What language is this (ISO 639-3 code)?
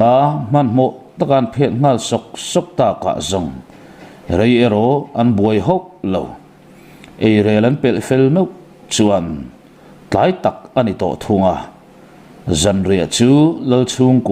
lus